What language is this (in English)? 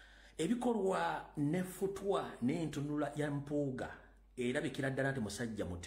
Ganda